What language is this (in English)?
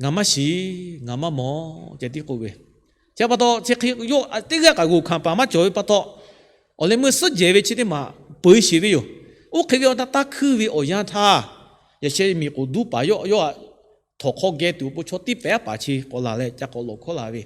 Lahu